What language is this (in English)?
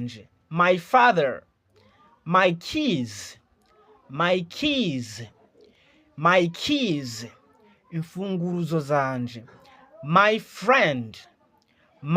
Rundi